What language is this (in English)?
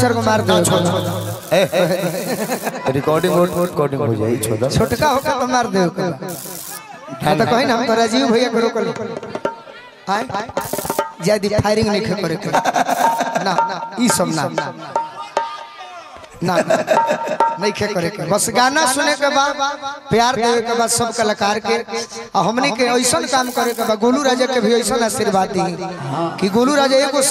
Bhojpuri